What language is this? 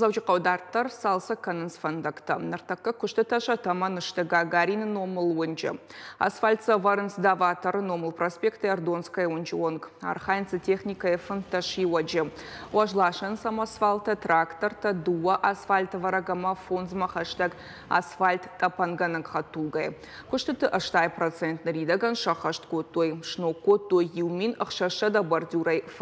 Ossetic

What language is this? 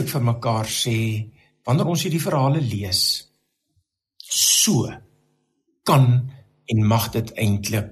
Afrikaans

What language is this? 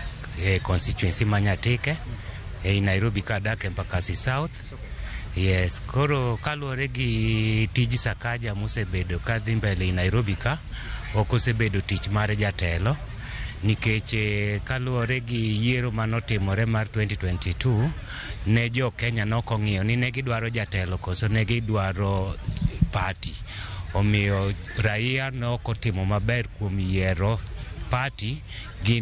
Luo (Kenya and Tanzania)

